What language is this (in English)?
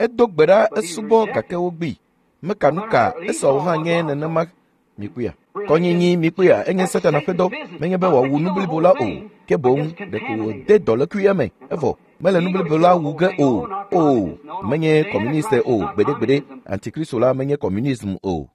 Ewe